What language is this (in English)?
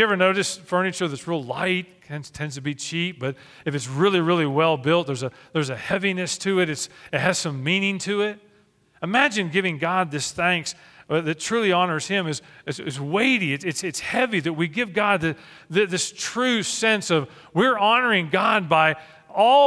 English